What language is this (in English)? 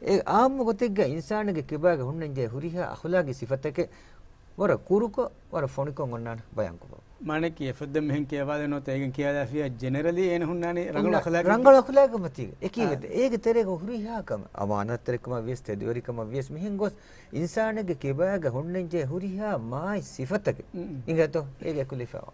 Divehi